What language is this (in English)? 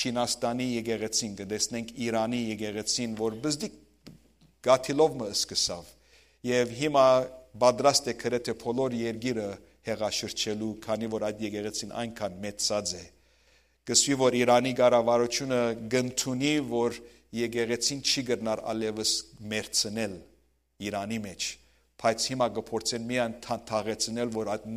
Western Armenian